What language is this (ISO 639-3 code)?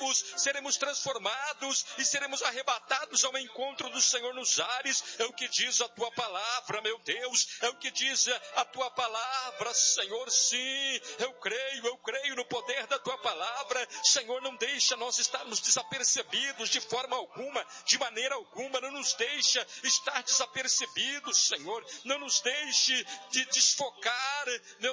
por